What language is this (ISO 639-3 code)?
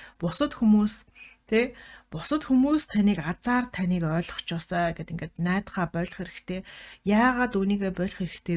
mon